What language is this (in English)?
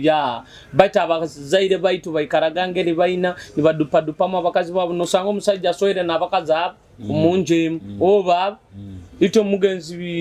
Nyoro